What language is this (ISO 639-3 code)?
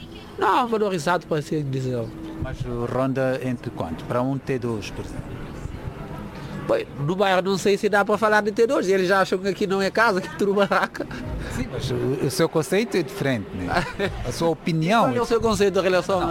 por